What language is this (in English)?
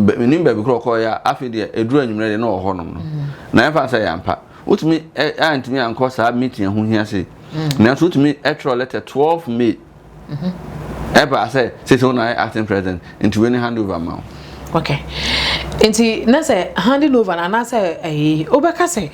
Akan